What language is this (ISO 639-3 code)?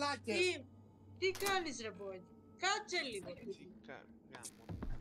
ell